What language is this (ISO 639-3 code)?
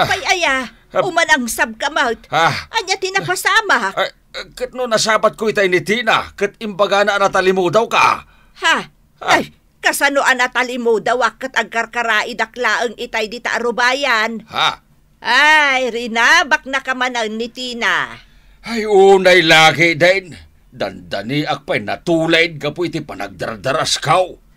ilo